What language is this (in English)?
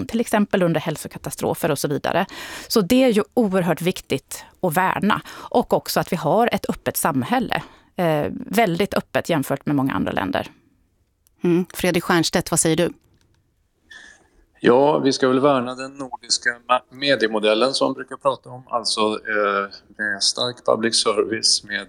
Swedish